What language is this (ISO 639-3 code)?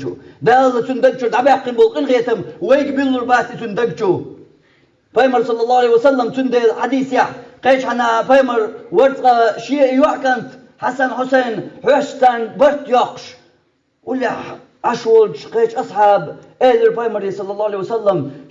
che